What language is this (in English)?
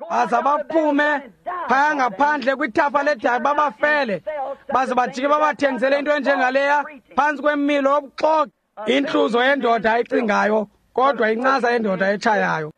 Xhosa